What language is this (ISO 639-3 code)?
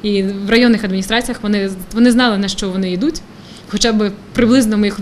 ukr